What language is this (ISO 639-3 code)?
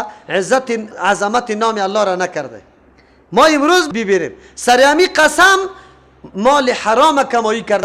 fas